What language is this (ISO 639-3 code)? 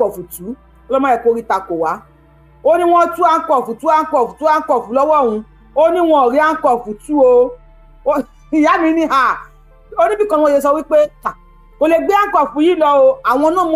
yor